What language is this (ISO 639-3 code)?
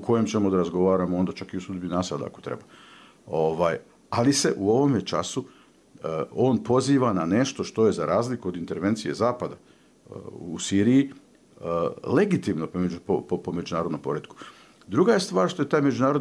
bos